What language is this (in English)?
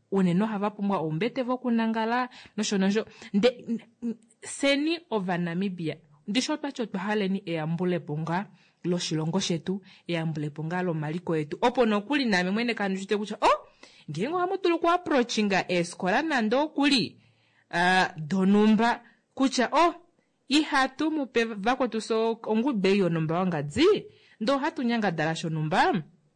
Kuanyama